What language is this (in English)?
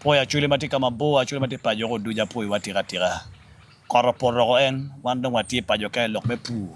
Acoli